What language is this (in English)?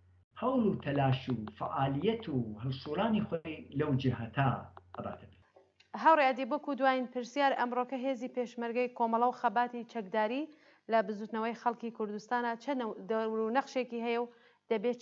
Central Kurdish